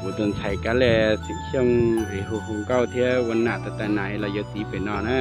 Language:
Hmong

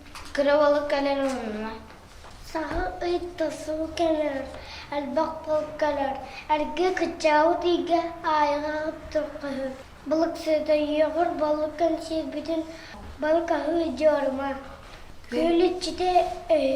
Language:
Yakut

